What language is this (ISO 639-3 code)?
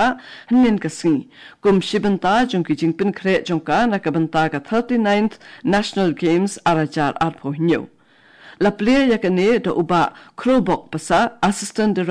kha